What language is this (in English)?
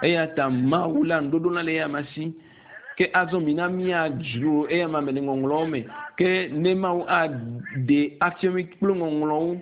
Ewe